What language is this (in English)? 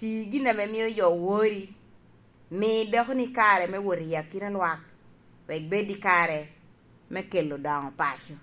Lango (Uganda)